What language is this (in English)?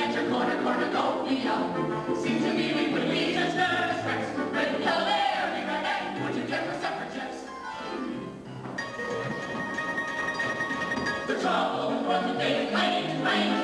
English